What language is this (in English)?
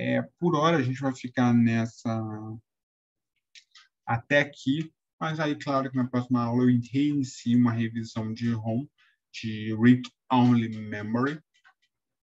Portuguese